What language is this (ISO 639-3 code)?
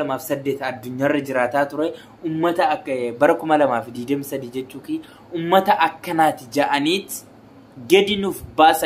orm